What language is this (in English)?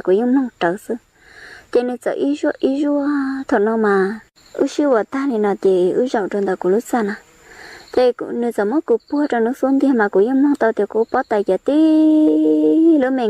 Hmong